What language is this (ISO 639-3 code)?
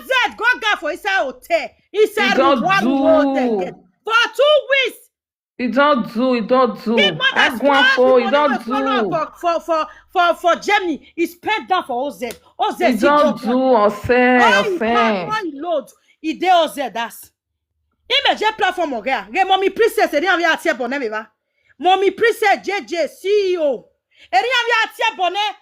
pcm